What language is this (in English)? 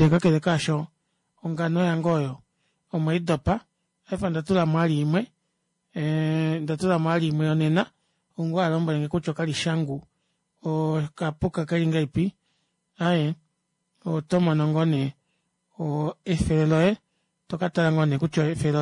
Kuanyama